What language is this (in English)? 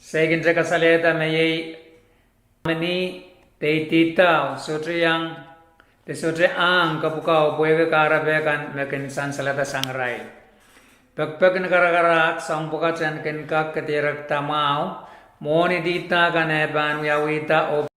Pohnpeian